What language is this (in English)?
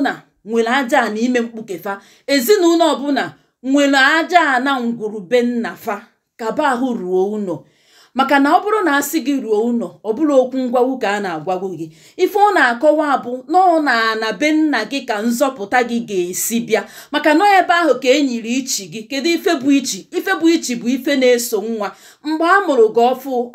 Igbo